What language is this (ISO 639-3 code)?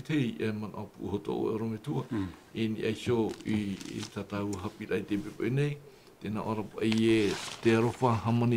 tah